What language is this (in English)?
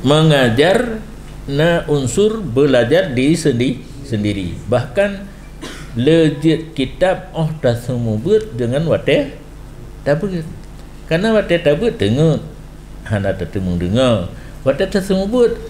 Achinese